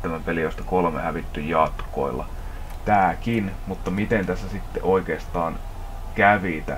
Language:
Finnish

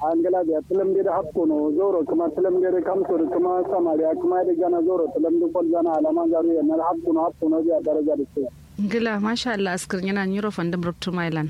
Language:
Kanuri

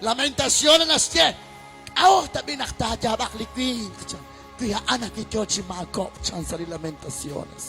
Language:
Kekchí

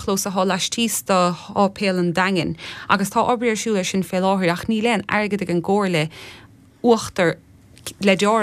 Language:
Irish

